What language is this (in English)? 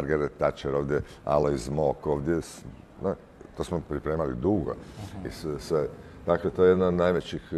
Croatian